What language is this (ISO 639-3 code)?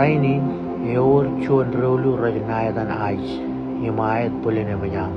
mah